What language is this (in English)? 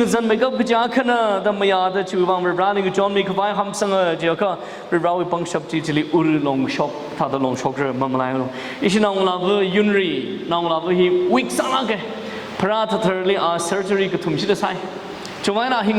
Tangkhul Naga (India)